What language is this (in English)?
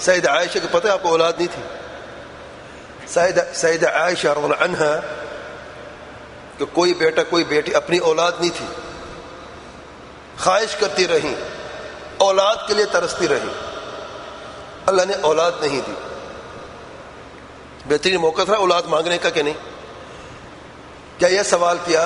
Urdu